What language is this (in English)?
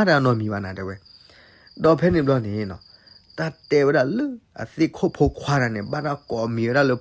S'gaw Karen